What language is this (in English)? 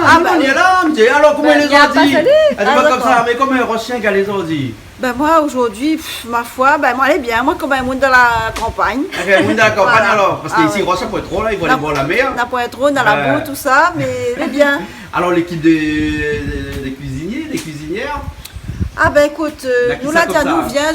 Réunion Creole French